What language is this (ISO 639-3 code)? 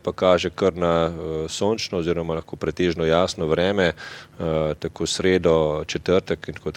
slv